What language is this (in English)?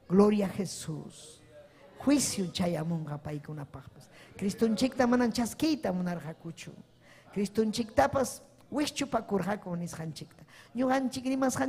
Ayacucho Quechua